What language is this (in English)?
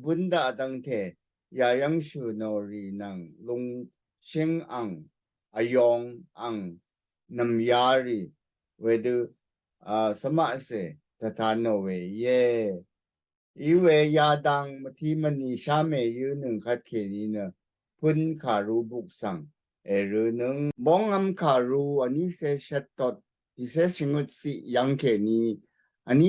Rawang